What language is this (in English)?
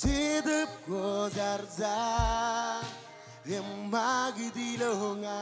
Marshallese